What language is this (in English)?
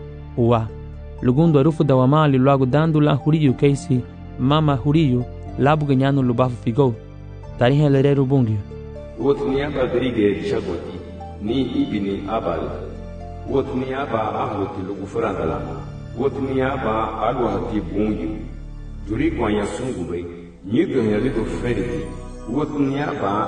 Garifuna